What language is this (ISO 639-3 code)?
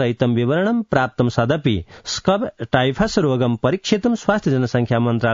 san